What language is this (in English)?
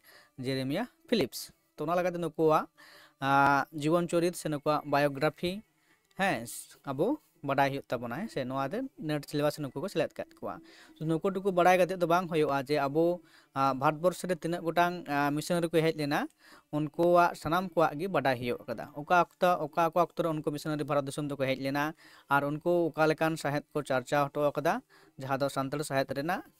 Santali